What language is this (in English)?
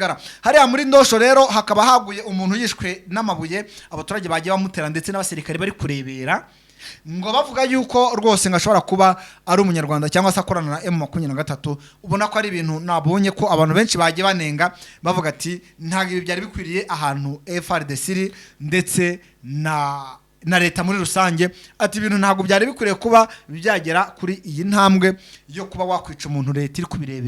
Kinyarwanda